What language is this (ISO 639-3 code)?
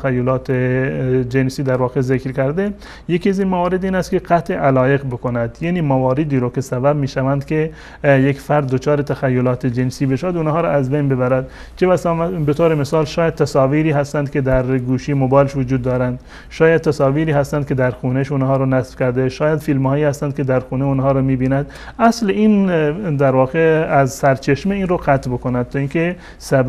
tgk